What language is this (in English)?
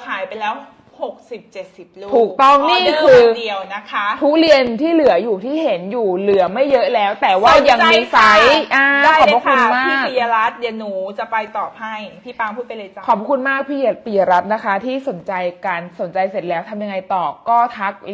Thai